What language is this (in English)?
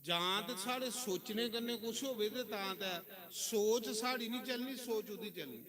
Dogri